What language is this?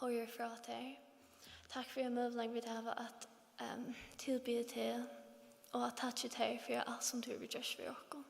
Faroese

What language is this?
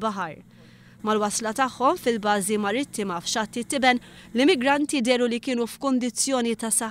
Maltese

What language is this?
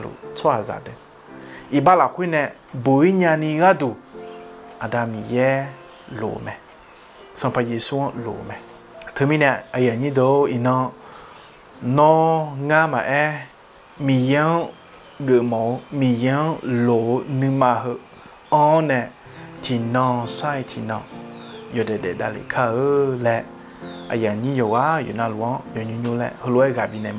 Akha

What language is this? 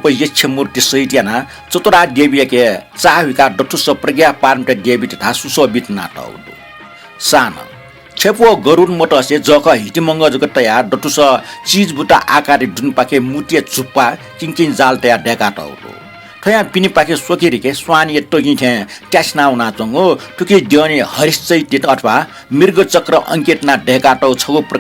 Newari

